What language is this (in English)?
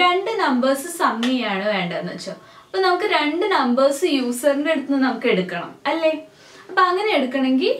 Malayalam